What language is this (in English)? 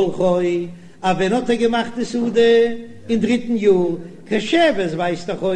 Yiddish